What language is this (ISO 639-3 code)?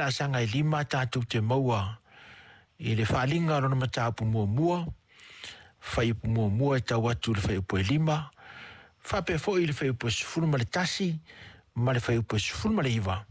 smo